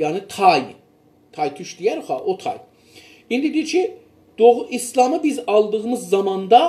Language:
South Azerbaijani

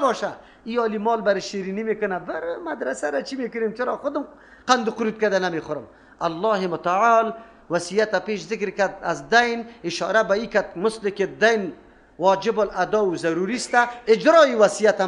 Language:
Persian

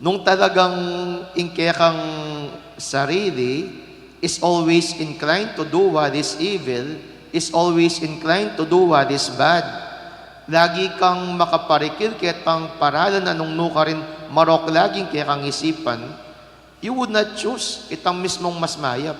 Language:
Pampanga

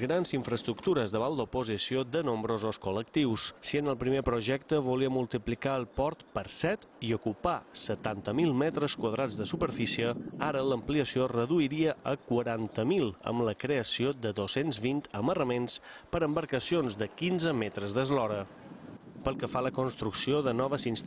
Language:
Catalan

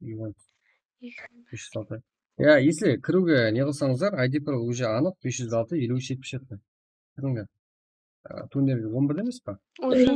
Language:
Kara-Kalpak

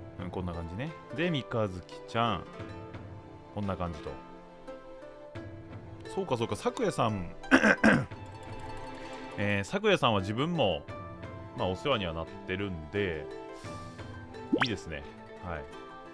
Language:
Japanese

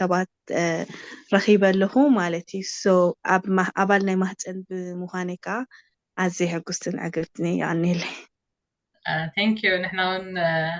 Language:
Tigrinya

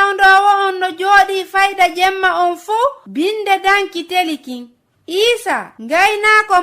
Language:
Fula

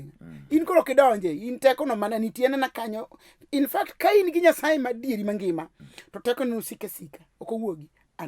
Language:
Luo (Kenya and Tanzania)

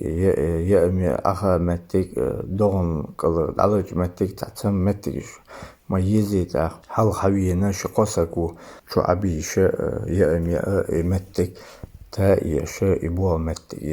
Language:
Chechen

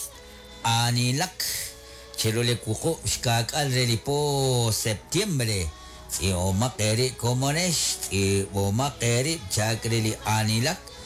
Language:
Kekchí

